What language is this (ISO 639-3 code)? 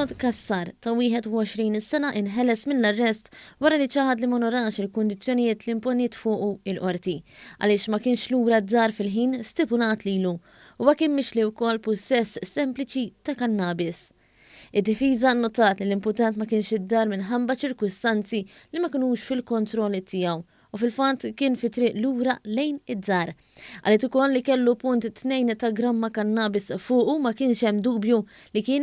mlt